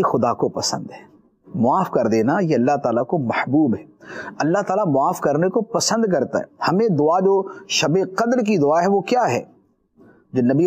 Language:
Urdu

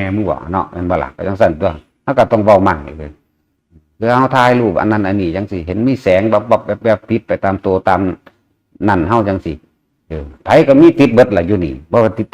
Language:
Northeastern Thai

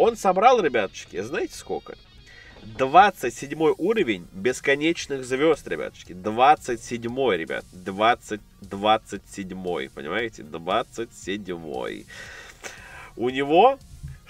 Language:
Russian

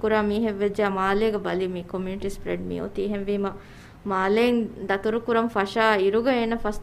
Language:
Divehi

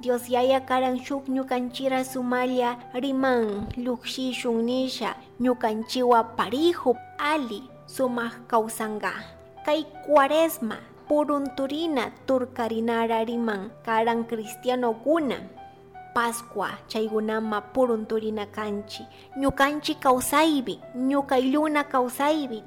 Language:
Chimborazo Highland Quichua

